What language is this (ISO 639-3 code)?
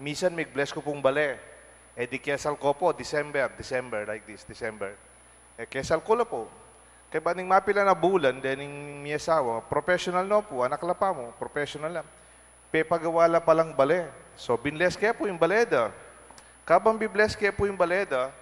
pam